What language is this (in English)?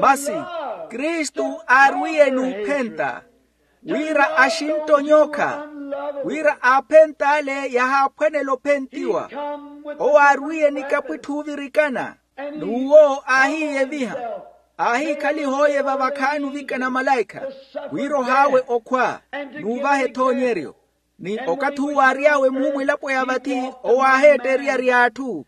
Makhuwa